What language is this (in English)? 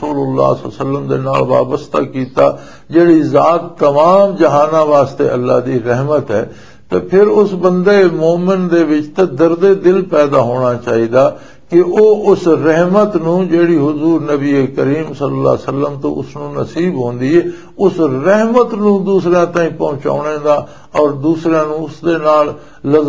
Western Panjabi